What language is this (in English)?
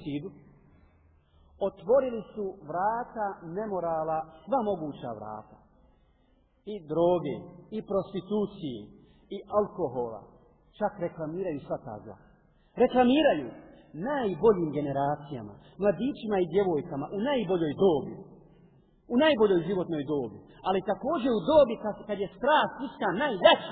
Bosnian